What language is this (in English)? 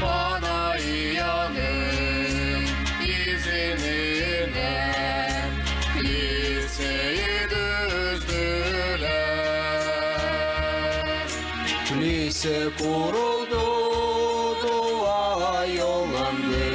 Gagauz